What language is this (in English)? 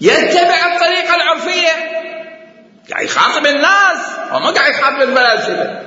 Mesopotamian Arabic